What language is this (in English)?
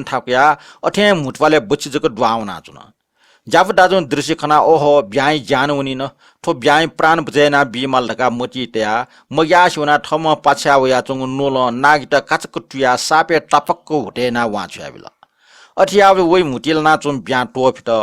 Newari